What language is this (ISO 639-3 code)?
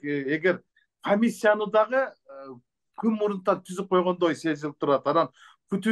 kir